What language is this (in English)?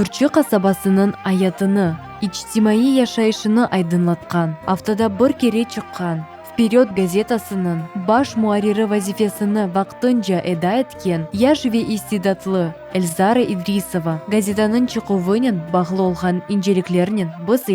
Crimean Tatar